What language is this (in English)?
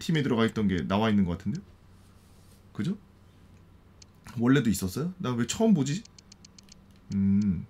Korean